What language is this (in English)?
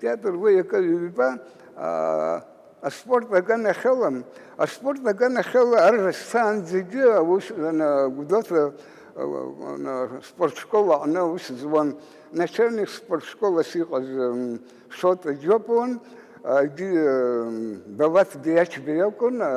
Abkhazian